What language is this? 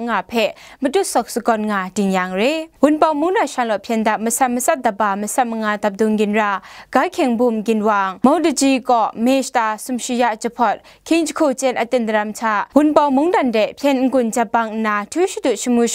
Kachin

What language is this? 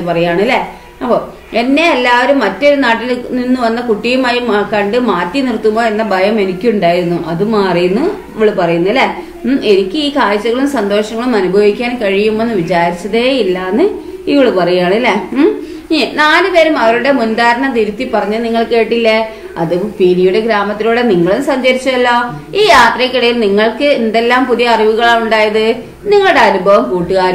Malayalam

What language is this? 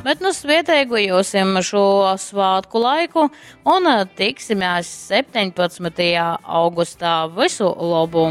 Latgalian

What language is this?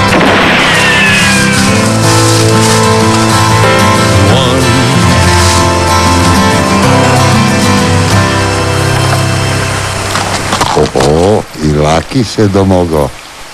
Croatian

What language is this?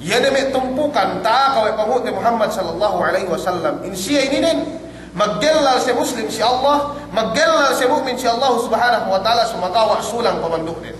Yakan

